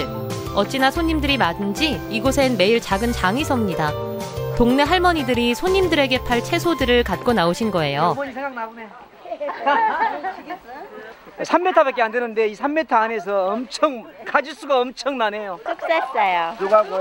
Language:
Korean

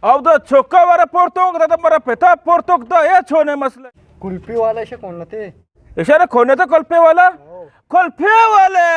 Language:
Eastern Balochi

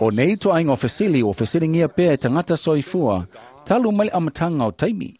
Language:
Samoan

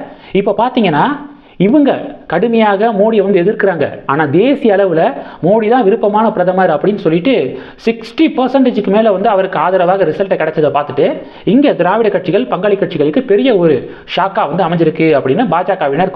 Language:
Tamil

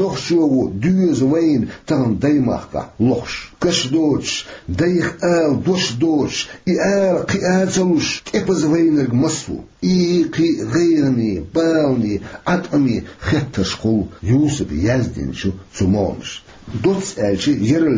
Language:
Chechen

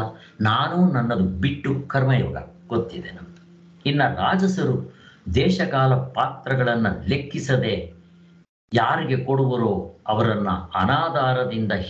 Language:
Kannada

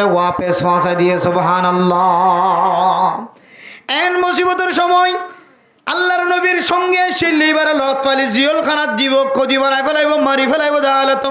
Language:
Rohingya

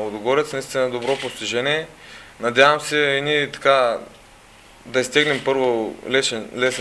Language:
Bulgarian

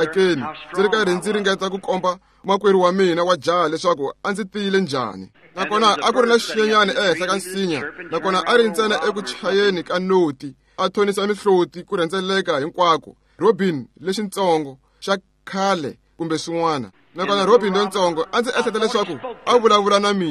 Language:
Tsonga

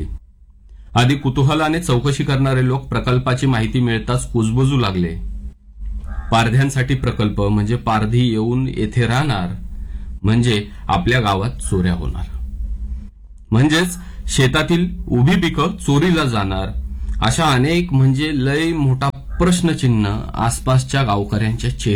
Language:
Marathi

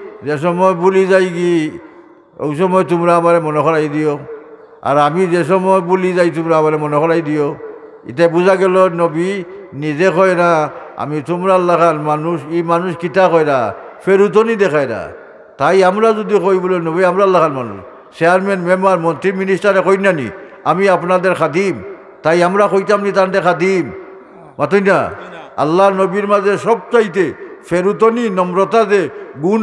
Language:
Sylheti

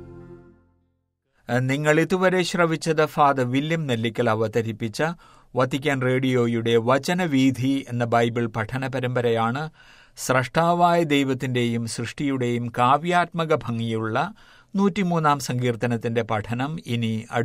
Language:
Malayalam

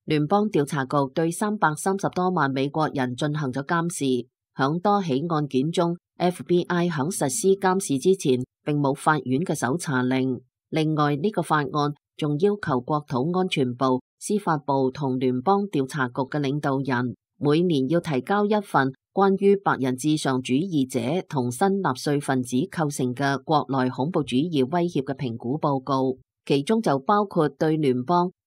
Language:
Cantonese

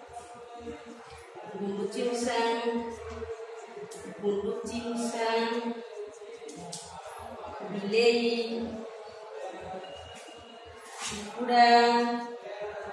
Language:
Odia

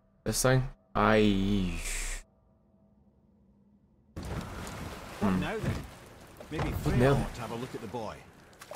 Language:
English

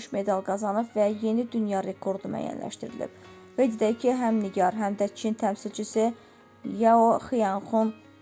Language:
Azerbaijani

